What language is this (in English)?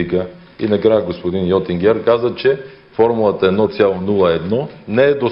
Bulgarian